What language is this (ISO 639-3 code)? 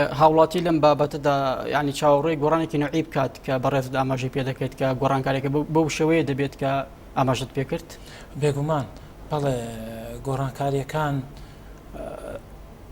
ckb